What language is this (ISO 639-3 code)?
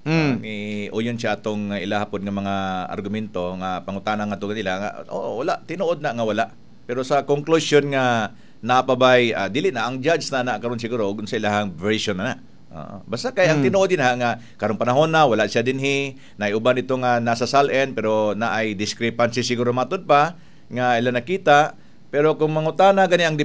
ceb